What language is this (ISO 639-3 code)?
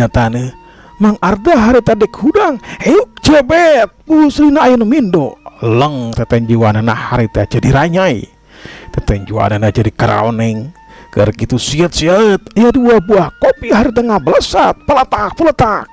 sun